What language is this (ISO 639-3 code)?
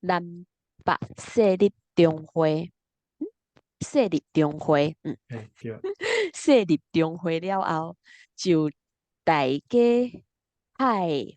nan